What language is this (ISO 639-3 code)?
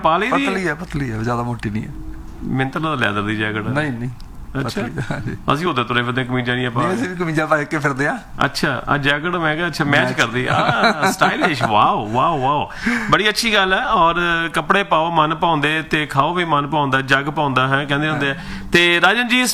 pan